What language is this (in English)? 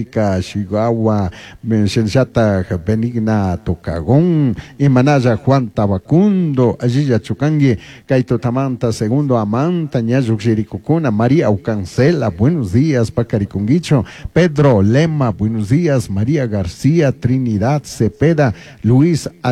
Chimborazo Highland Quichua